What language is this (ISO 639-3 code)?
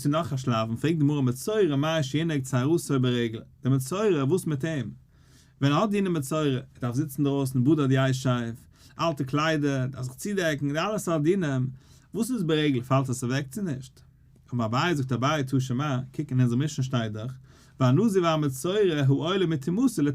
yid